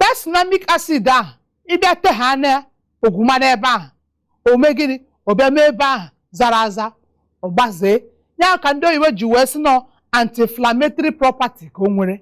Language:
Igbo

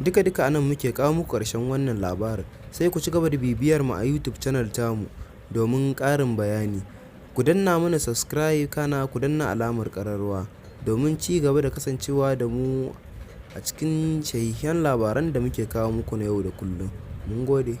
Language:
Hausa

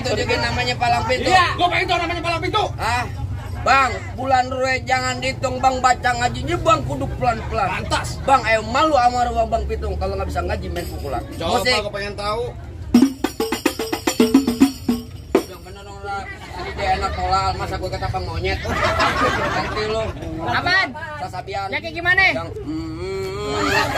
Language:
Betawi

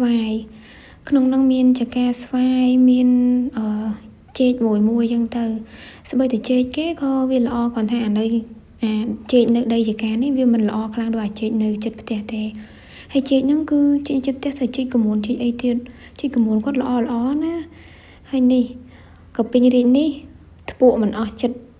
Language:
Khmer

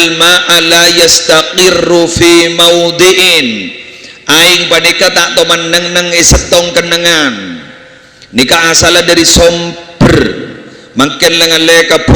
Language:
Madurese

